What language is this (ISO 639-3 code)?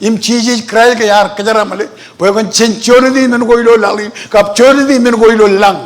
mah